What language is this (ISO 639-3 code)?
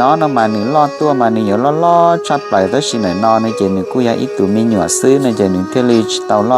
hmn